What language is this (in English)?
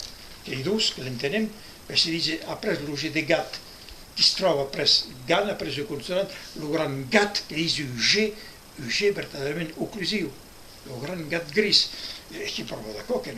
Occitan